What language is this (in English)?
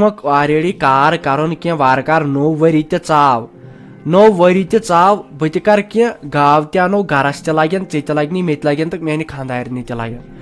Kashmiri